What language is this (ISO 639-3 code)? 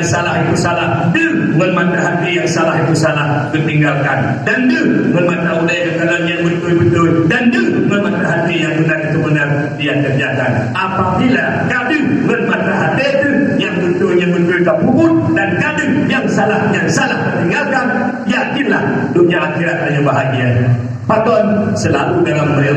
ace